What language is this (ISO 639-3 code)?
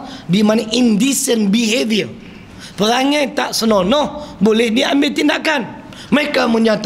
msa